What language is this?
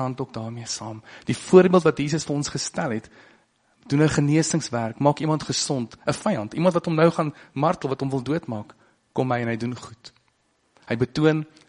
Afrikaans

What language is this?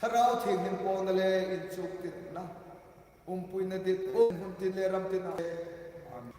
Hmar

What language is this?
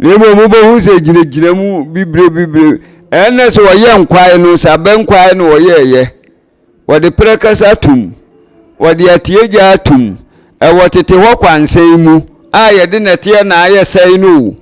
Akan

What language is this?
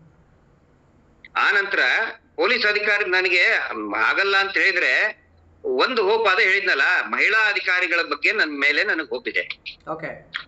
Kannada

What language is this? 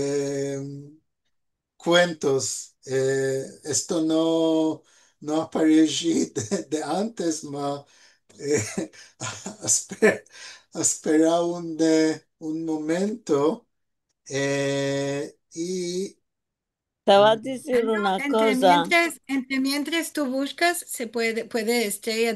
Ladino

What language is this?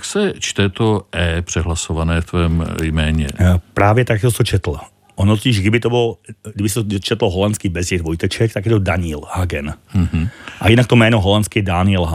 Czech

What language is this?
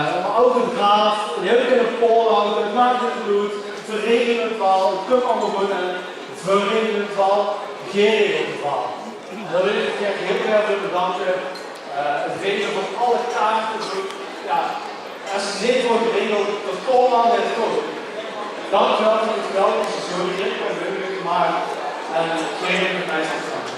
Limburgish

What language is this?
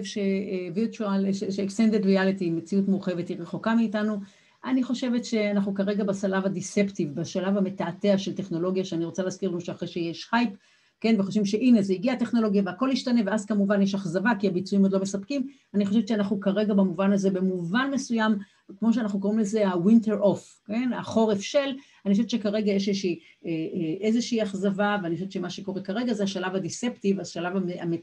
Hebrew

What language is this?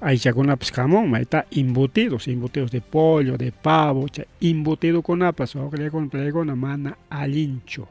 Ayacucho Quechua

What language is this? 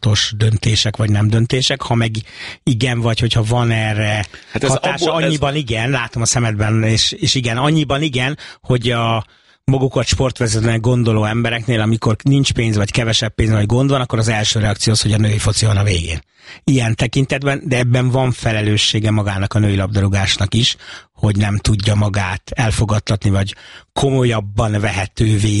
Hungarian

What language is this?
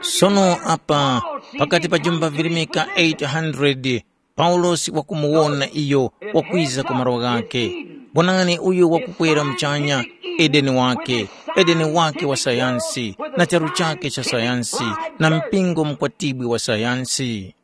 Tumbuka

